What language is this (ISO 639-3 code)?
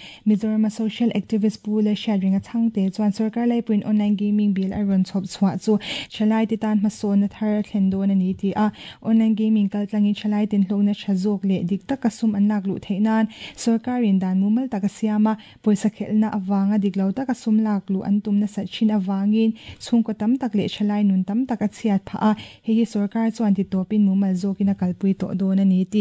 lus